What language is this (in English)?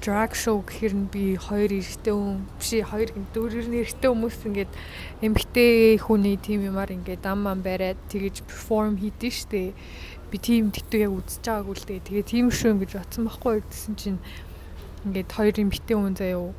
Mongolian